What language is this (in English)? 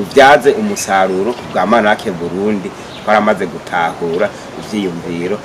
Rundi